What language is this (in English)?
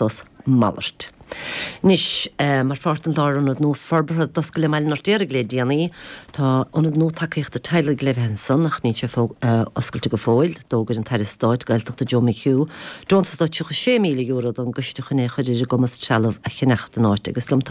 Irish